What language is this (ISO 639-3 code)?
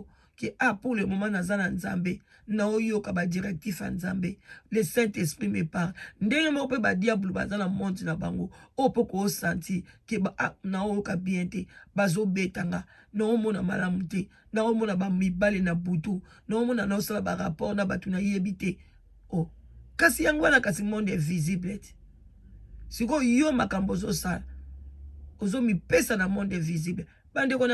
lin